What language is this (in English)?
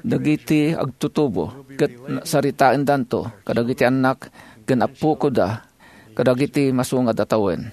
Iloko